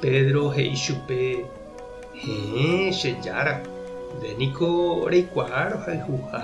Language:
Guarani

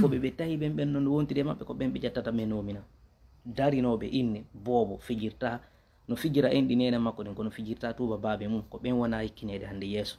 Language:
Fula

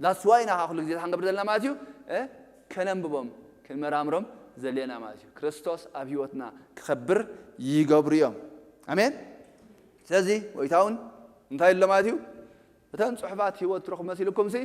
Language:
Tigrinya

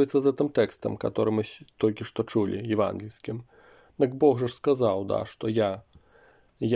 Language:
Belarusian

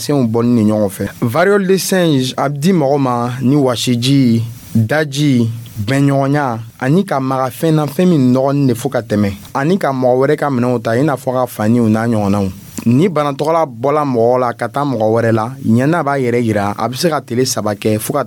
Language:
Dyula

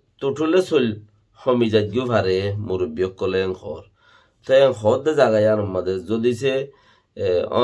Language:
Rohingya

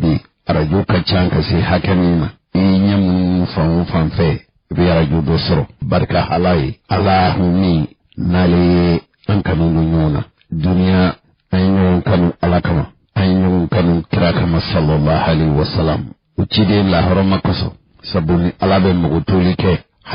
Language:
Bambara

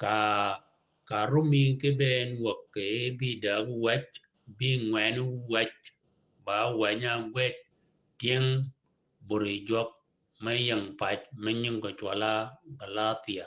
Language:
Shilluk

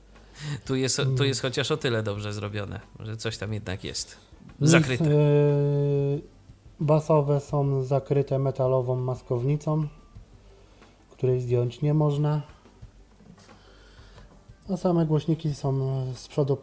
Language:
Polish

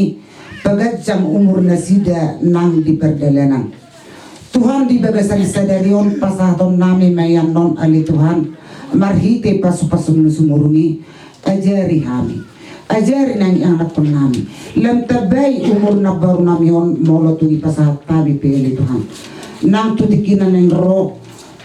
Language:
Batak Toba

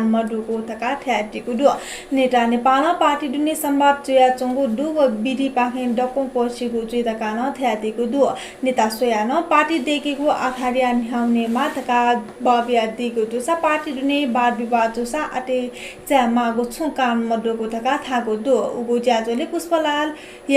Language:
Newari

